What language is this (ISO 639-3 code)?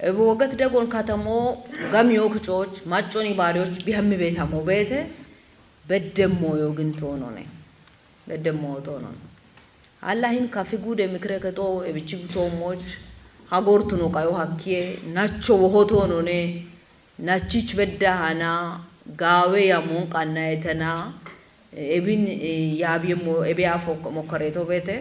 kbr